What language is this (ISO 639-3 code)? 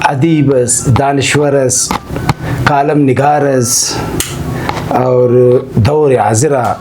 brh